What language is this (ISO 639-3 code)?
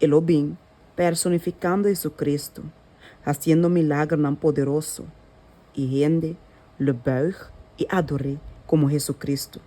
pap